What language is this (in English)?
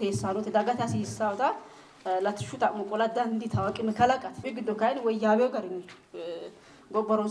Sidamo